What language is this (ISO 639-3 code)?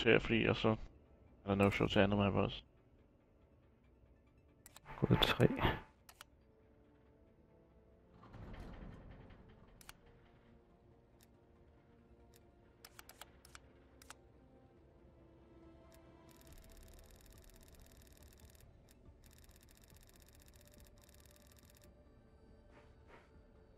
dan